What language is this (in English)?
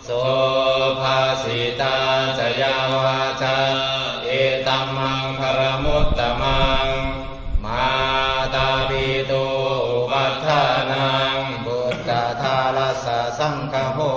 Pali